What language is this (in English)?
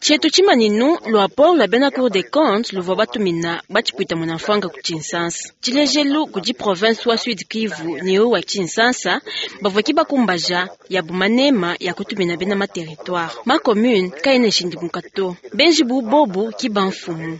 Luba-Lulua